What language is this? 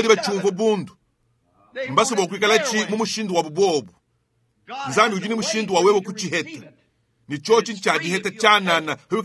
Luba-Lulua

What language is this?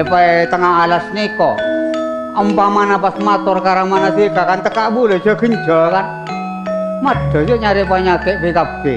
Madurese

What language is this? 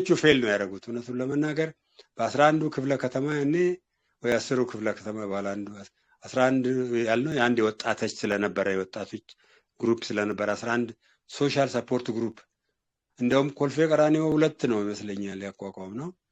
Amharic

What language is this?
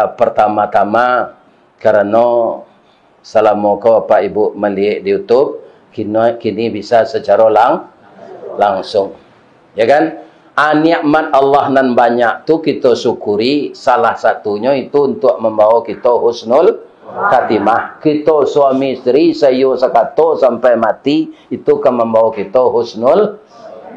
Minangkabau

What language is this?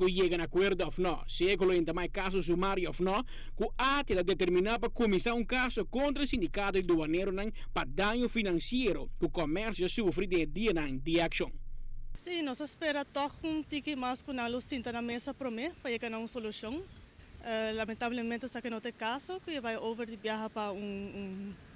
Papiamento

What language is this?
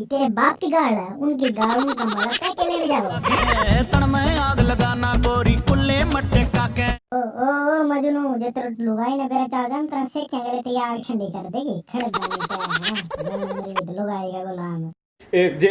Haryanvi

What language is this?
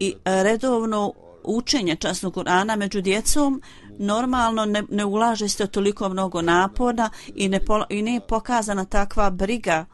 Bosnian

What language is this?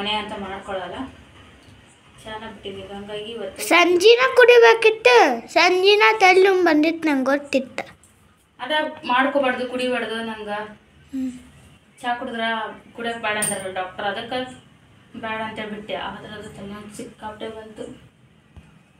Kannada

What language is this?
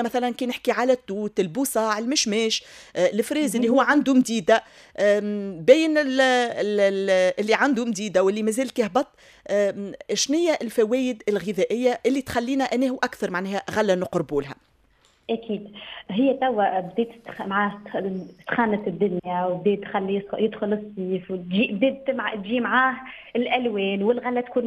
Tunisian Arabic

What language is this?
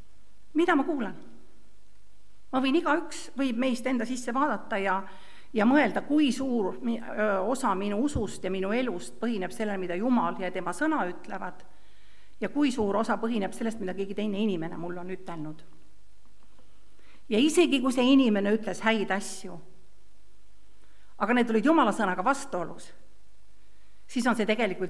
Estonian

